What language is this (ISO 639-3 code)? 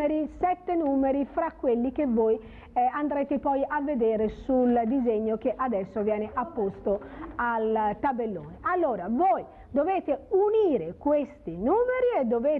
ita